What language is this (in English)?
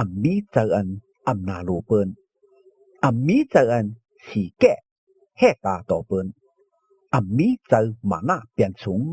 Shan